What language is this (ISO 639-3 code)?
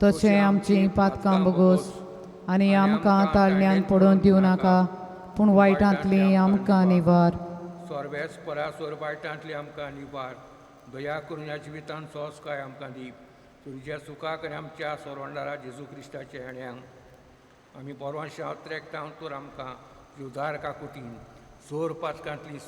kok